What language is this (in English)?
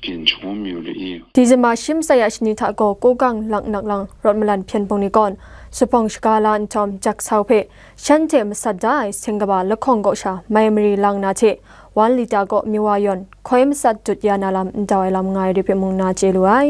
Kachin